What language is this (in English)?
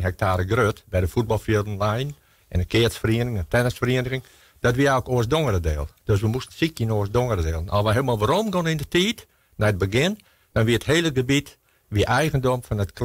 Western Frisian